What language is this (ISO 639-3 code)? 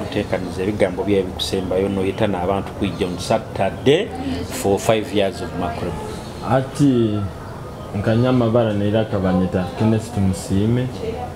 nyo